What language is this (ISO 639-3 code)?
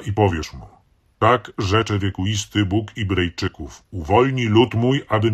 pol